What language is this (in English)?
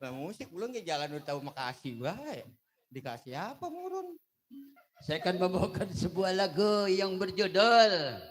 Betawi